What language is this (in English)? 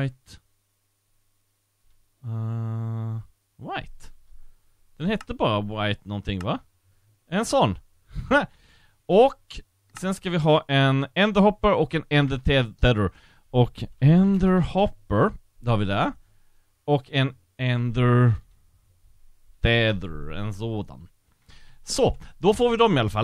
Swedish